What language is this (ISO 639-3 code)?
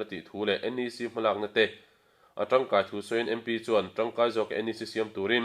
lus